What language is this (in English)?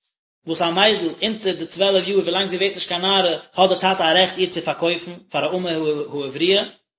Yiddish